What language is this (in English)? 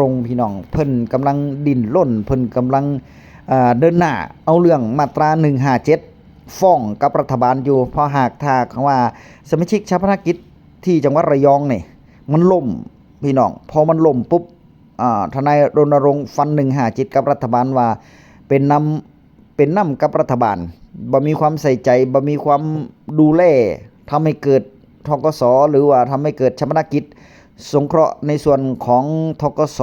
Northeastern Thai